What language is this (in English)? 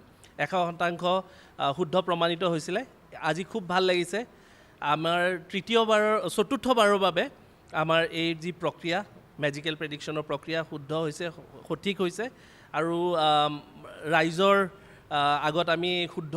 Assamese